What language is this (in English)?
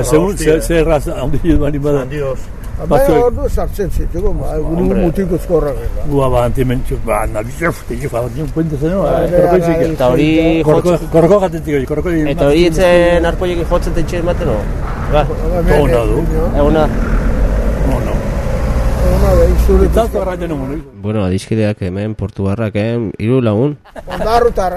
Basque